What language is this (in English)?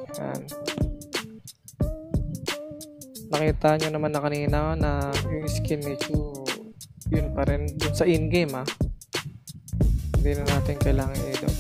Filipino